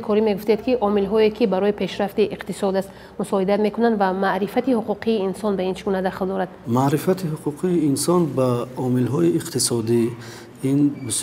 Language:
Tajik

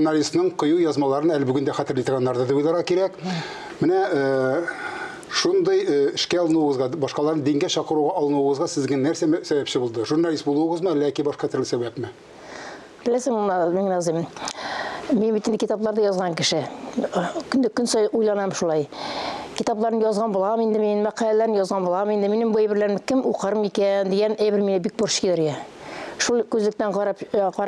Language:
Tatar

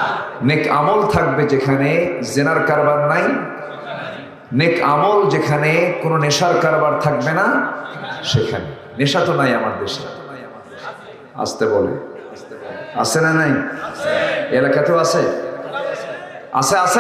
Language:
Bangla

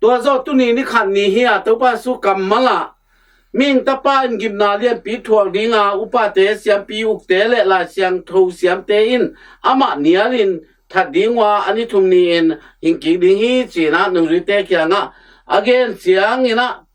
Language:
Tedim Chin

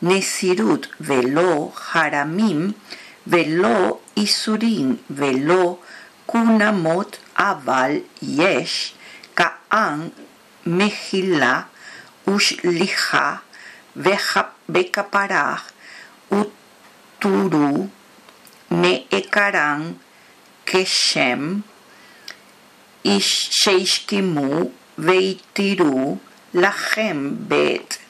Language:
Hebrew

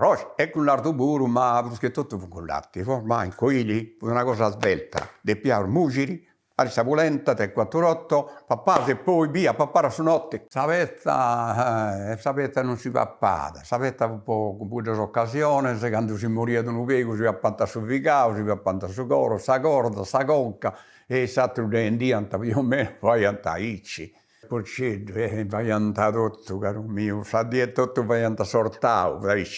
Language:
Sardinian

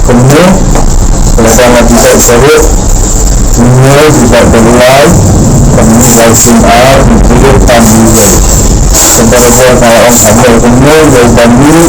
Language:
Khasi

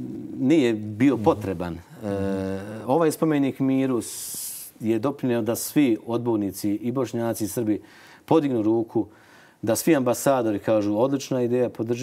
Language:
Bosnian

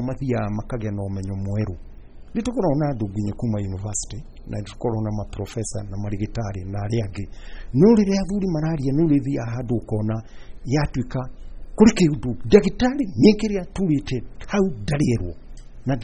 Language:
Kikuyu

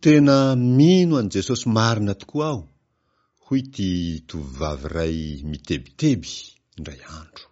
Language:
Malagasy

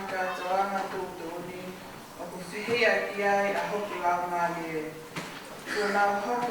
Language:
Tongan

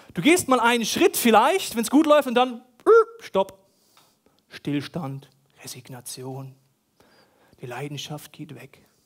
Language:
German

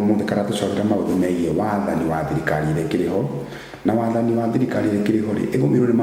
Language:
Kikuyu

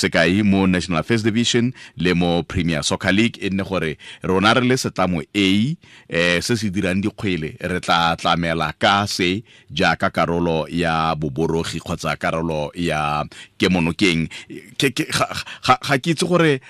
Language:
Tswana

